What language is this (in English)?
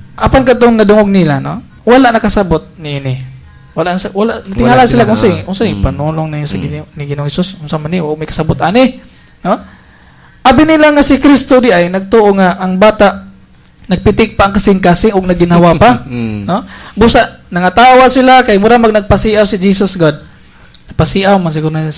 Cebuano